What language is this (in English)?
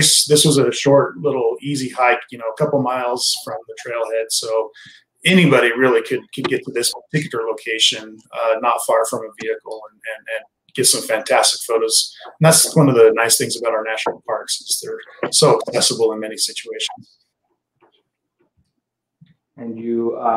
English